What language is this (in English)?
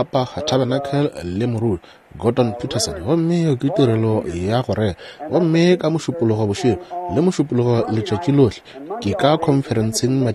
Northern Sotho